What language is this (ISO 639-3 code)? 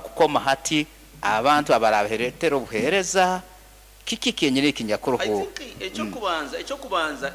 nyo